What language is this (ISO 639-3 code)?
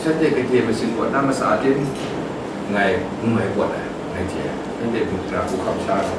kac